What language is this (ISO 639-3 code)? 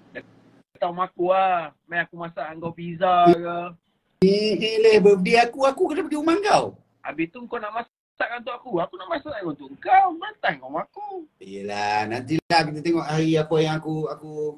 msa